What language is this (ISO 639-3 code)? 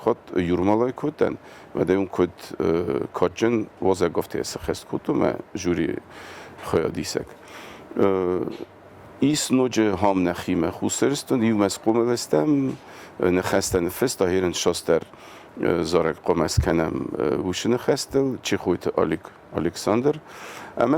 oss